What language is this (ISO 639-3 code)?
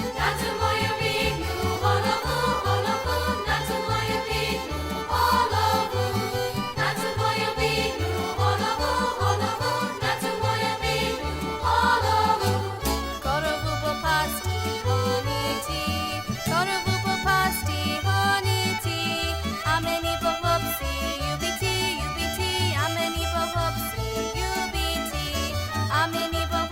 rue